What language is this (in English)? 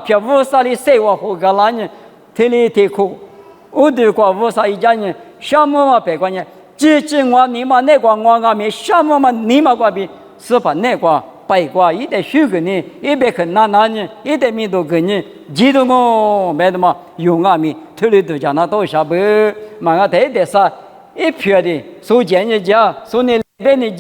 Lisu